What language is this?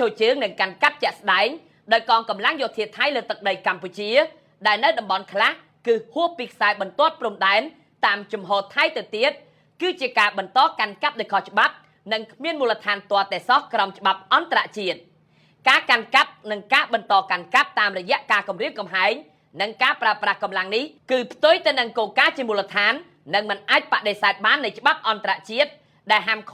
Khmer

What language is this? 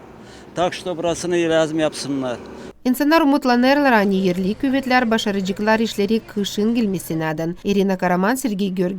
Gagauz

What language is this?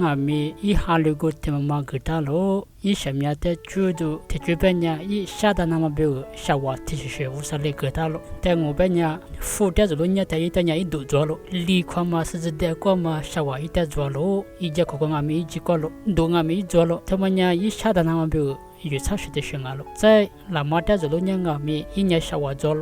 Lisu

